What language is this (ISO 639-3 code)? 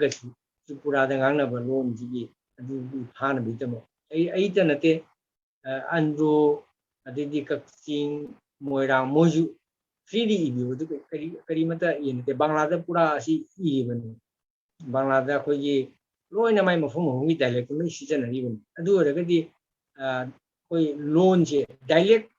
mni